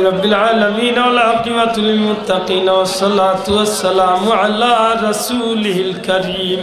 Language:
Sylheti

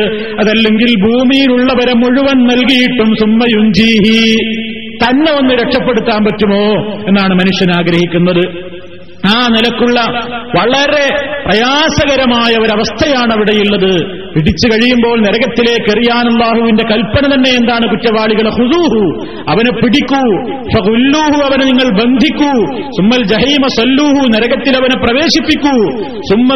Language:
Malayalam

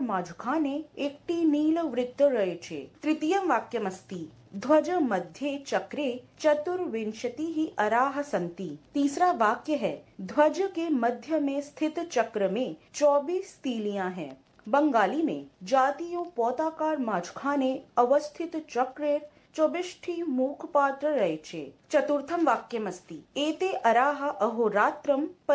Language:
Sanskrit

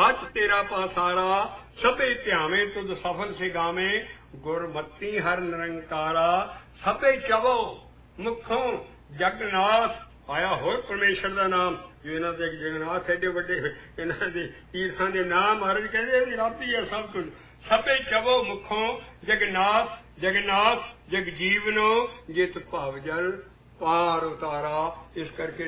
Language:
Punjabi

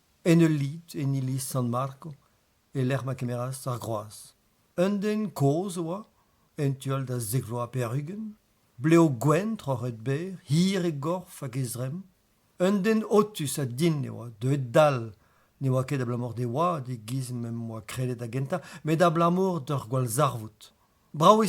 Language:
Breton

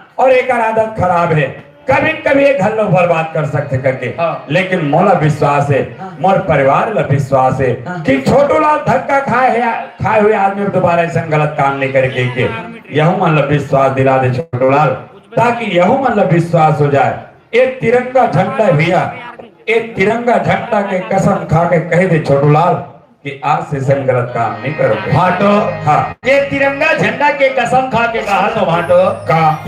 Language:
Chhattisgarhi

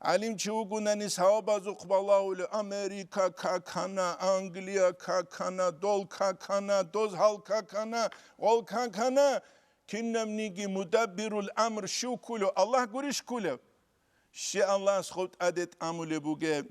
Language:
Avaric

